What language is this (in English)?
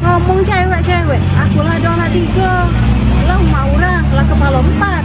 Musi